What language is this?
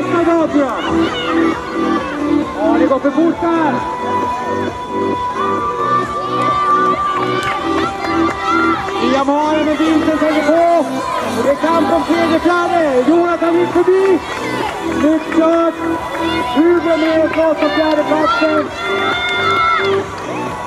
Swedish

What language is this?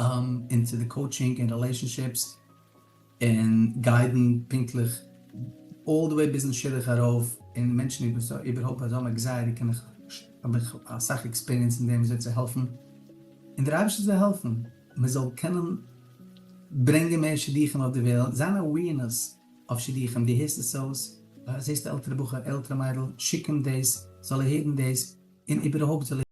Yiddish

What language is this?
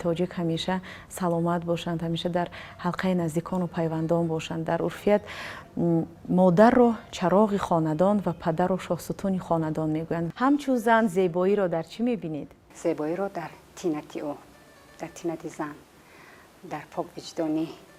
Tajik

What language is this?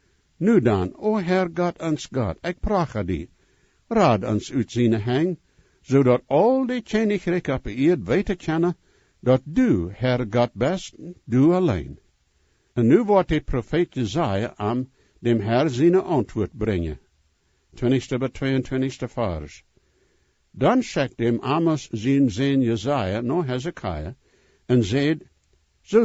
Plautdietsch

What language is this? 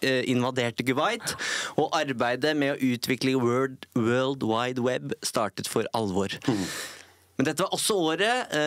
Norwegian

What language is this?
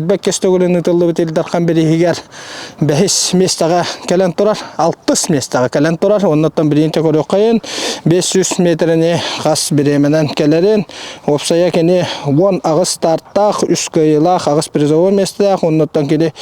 Yakut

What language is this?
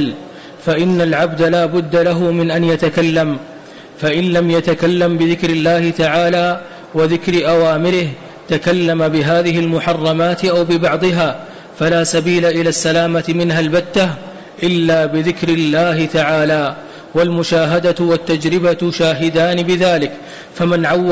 Arabic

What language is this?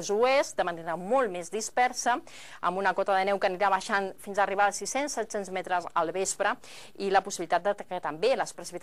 Catalan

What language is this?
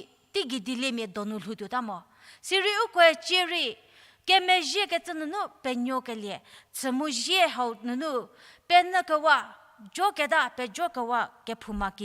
Angami Naga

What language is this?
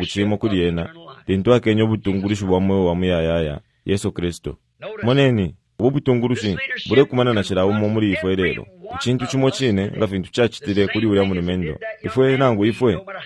Bemba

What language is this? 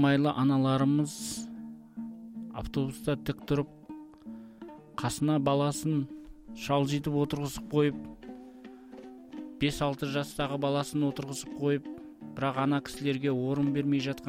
Kazakh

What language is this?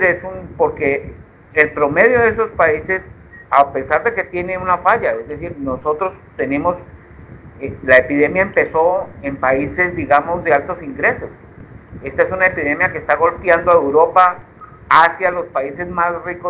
Spanish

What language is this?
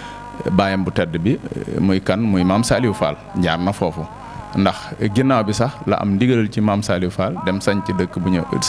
Wolof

